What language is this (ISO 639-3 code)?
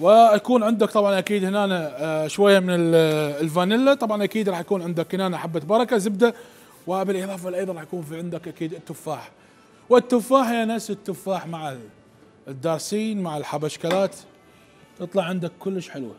acm